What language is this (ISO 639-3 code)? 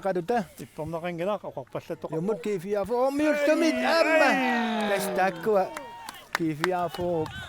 kal